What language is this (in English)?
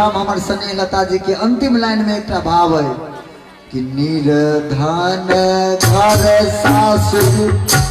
Maithili